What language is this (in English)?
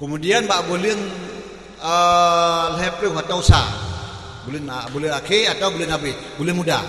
Achinese